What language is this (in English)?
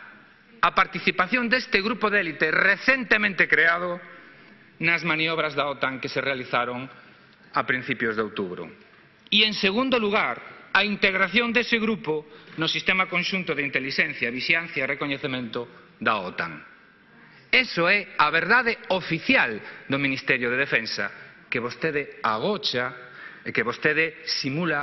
Galician